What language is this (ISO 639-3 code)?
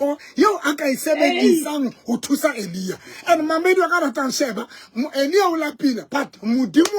sot